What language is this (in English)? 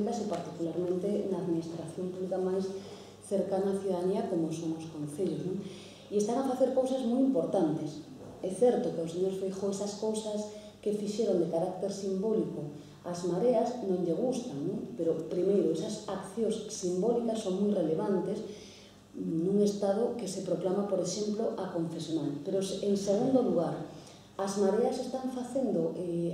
Galician